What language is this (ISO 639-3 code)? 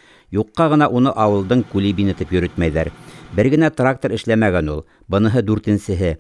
bak